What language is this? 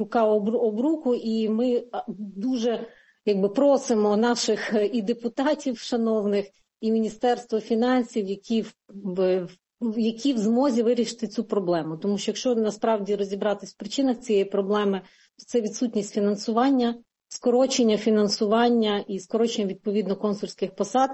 Ukrainian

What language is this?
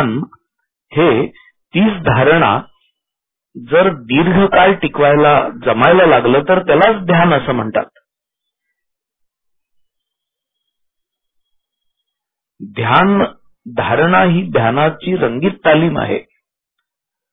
Marathi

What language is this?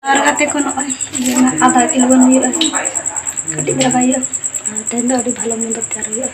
Santali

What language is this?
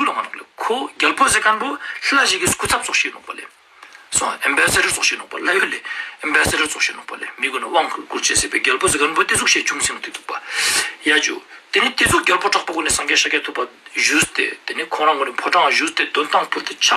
Ladakhi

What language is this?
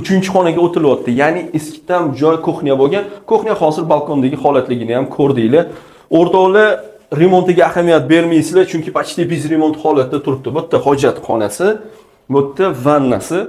Uzbek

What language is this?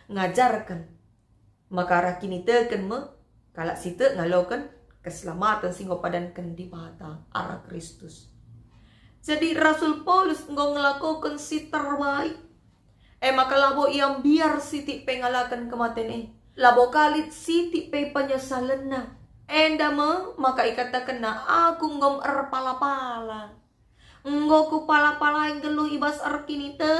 Batak Karo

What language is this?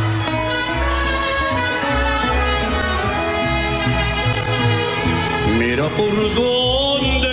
Spanish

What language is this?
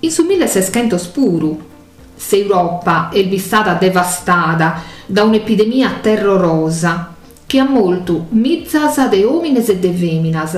Sardinian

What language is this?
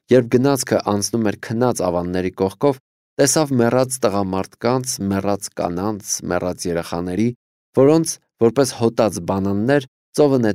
Armenian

